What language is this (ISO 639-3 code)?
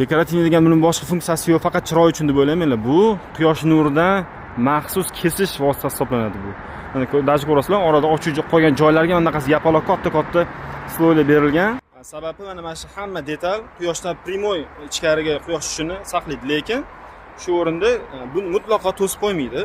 uzb